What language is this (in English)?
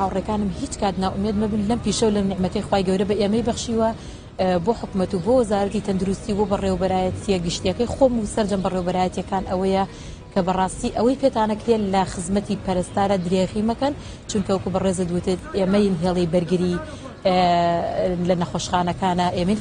Central Kurdish